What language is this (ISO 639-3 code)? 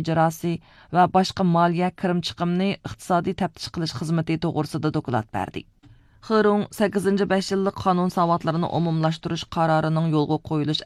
uig